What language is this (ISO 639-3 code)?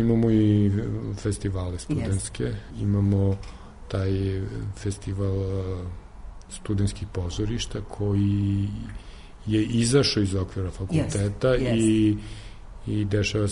srp